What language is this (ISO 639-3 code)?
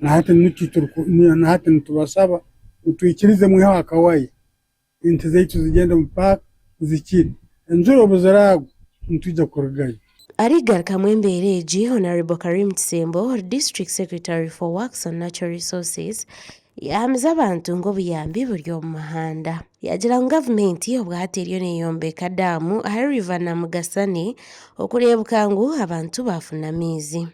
nyn